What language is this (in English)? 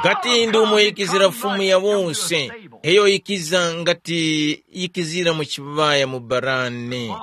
Tumbuka